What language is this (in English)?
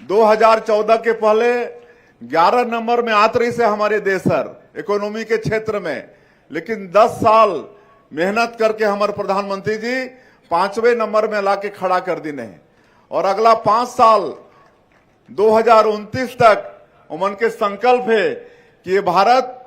Chhattisgarhi